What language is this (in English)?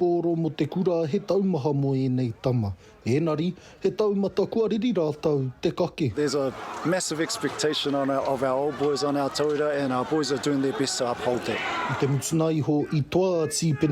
Māori